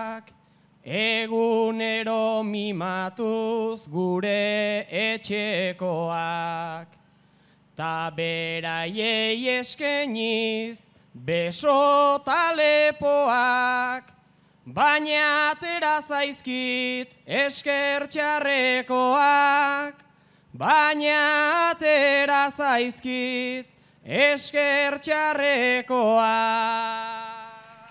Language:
Basque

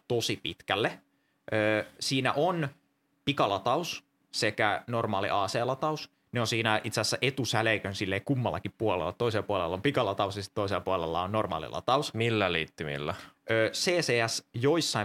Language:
Finnish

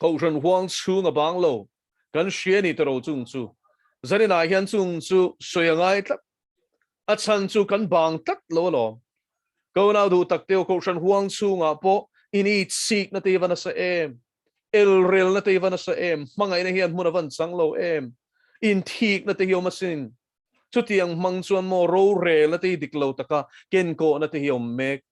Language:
Mizo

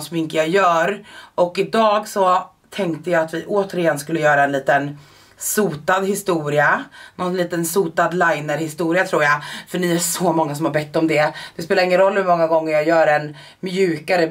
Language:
Swedish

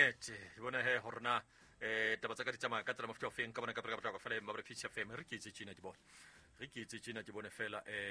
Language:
Southern Sotho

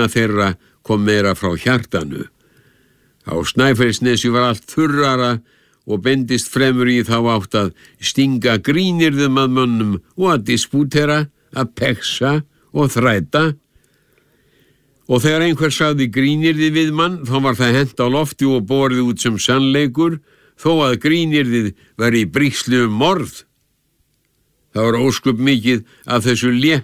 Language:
Icelandic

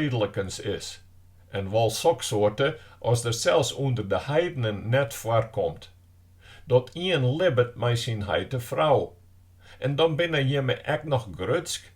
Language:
Western Frisian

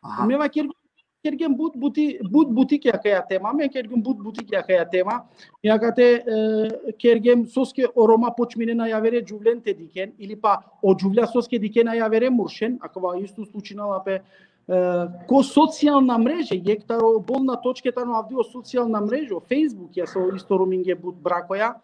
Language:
Balkan Romani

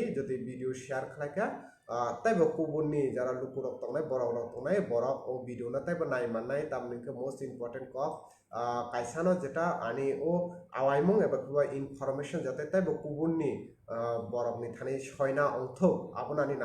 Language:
Kok Borok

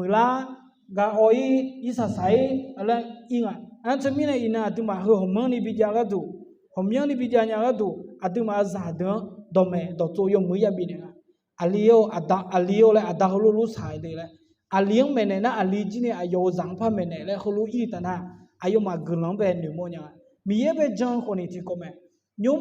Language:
Akha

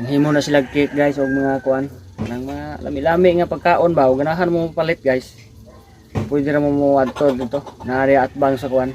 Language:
Cebuano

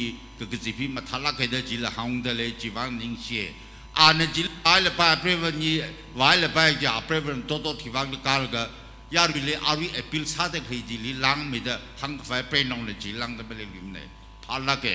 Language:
Tangkhul Naga (India)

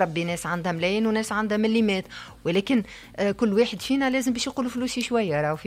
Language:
Tunisian Arabic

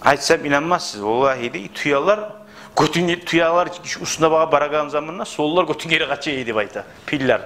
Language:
Kumyk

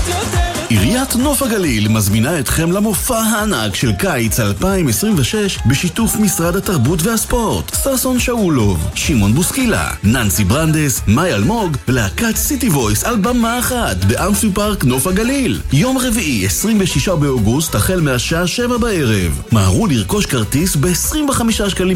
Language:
Hebrew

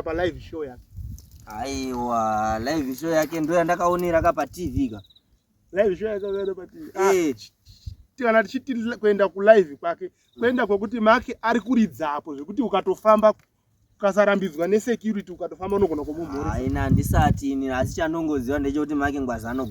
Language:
Shona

